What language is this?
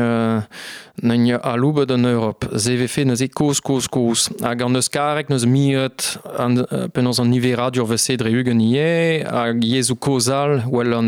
Breton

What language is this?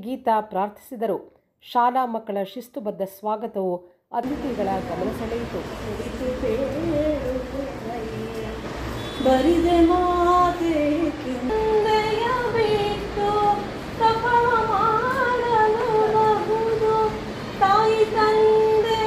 Kannada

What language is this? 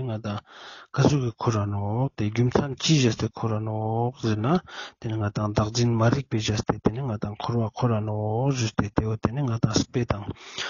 Ladakhi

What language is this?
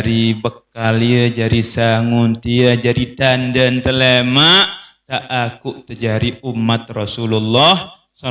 Sasak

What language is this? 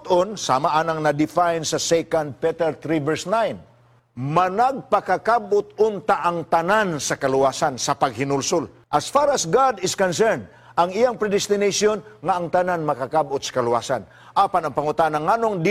Cebuano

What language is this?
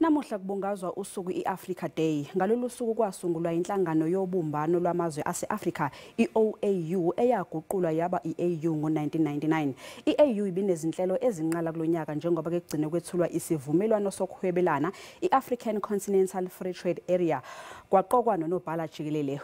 Zulu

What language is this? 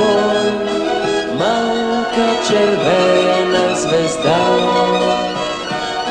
Bulgarian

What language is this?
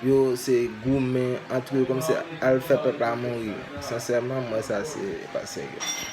Haitian Creole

